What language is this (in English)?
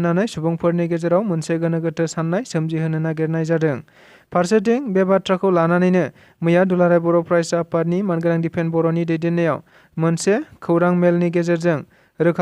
Bodo